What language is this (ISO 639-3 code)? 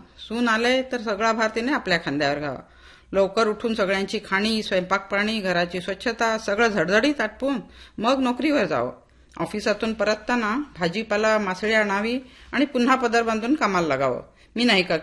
mar